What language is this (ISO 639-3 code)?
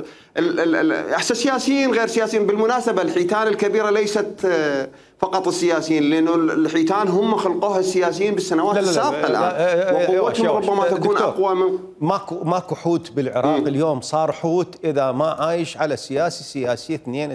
acm